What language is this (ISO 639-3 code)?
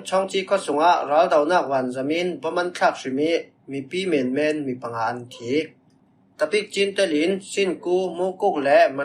cfm